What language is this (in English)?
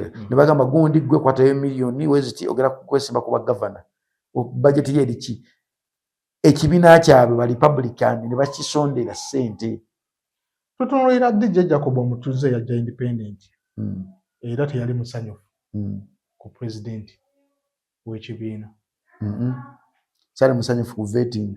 Ganda